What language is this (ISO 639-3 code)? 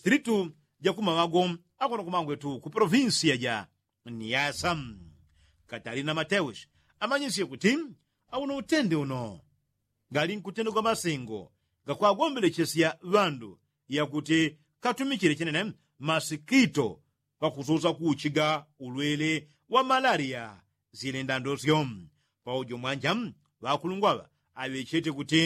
yao